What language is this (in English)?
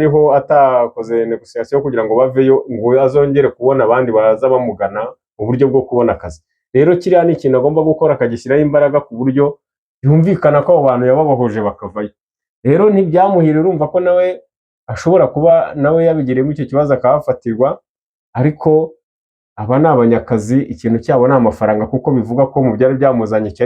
Kinyarwanda